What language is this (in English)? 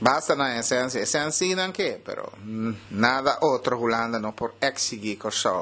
Papiamento